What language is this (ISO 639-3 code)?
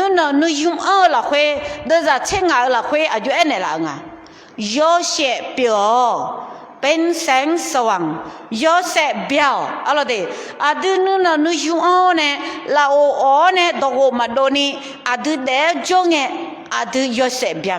ahk